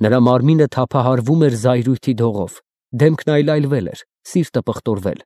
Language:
Armenian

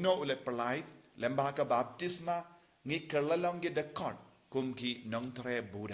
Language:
Khasi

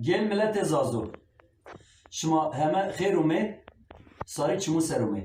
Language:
Zaza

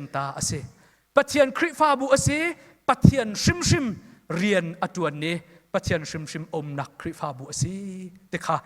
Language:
Hakha Chin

